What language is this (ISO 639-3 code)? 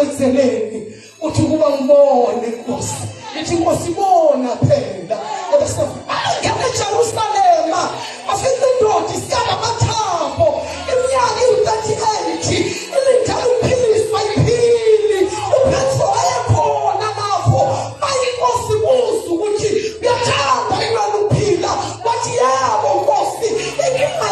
zul